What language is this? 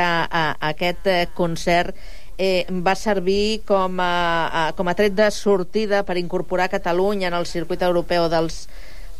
Catalan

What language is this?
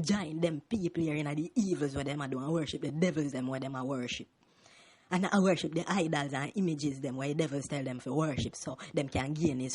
Jamaican Creole English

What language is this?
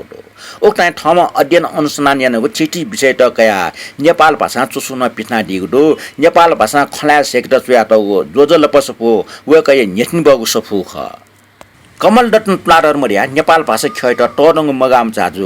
Newari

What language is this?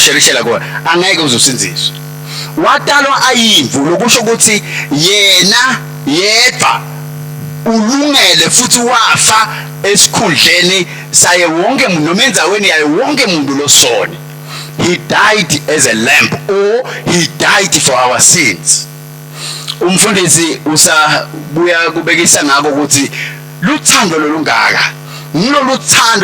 Swati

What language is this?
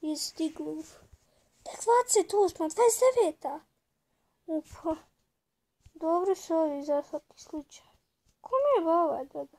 Bosnian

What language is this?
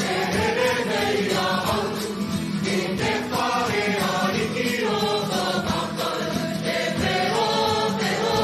Māori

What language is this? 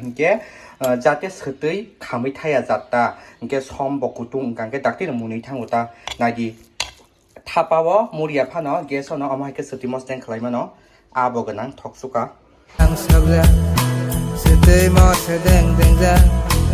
Kok Borok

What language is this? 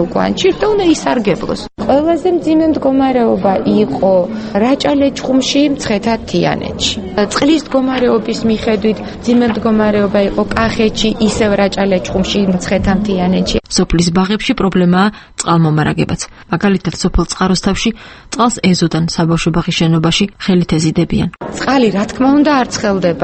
Georgian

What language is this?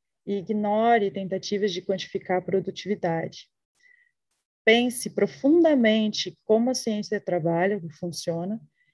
Portuguese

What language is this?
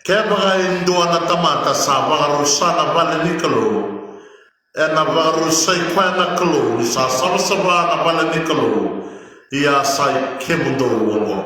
Fijian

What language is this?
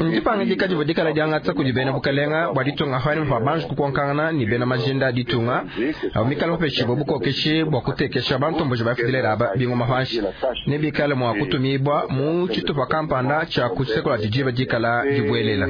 Luba-Lulua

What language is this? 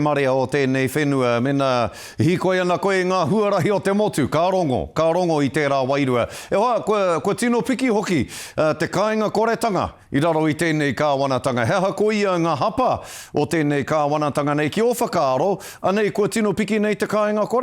Māori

